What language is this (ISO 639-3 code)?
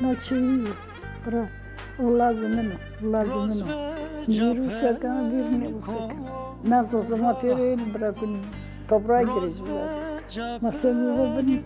zza